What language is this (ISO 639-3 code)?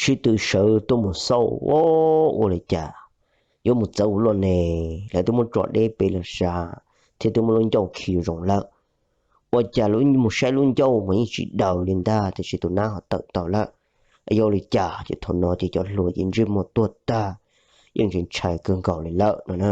hmn